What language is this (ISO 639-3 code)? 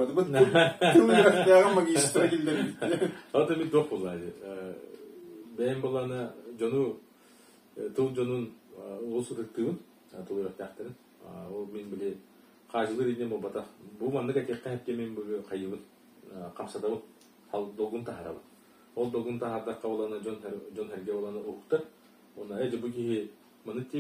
sah